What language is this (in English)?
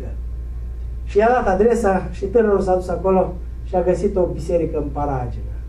Romanian